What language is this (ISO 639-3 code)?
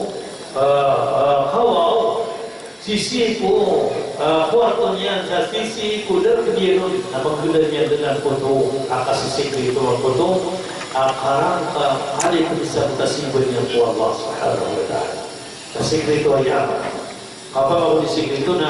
mrw